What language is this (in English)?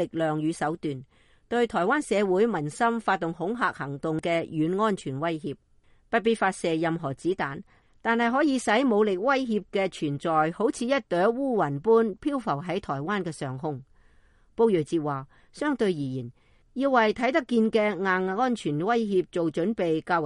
Cantonese